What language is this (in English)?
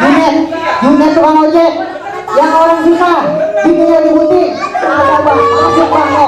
Betawi